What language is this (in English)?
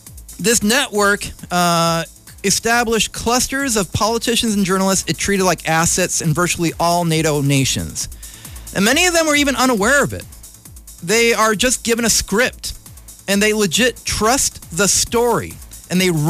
English